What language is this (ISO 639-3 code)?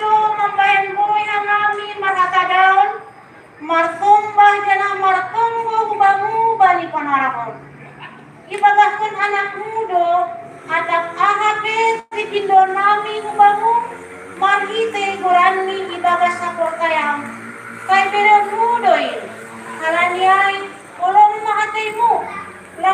bts